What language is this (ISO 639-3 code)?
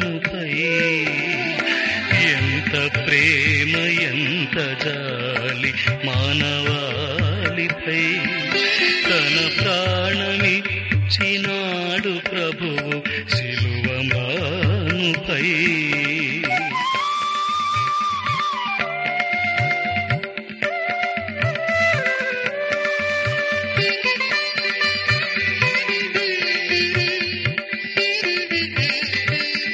tel